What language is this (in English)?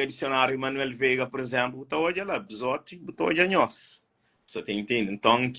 Kabuverdianu